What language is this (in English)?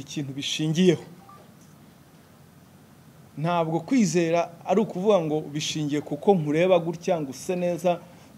Kinyarwanda